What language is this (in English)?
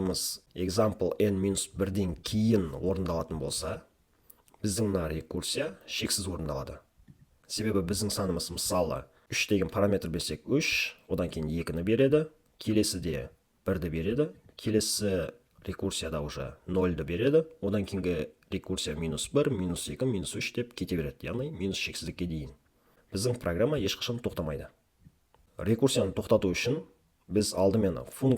Kazakh